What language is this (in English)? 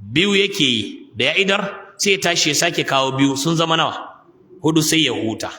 Hausa